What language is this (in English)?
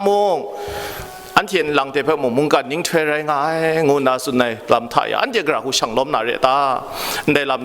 Kachin